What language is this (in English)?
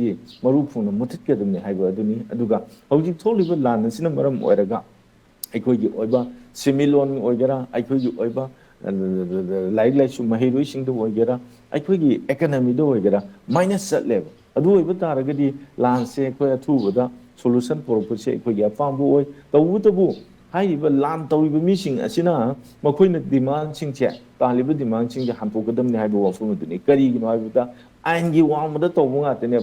Manipuri